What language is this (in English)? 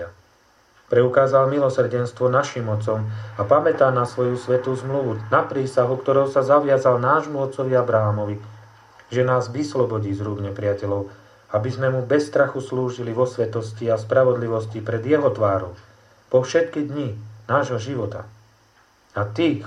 Slovak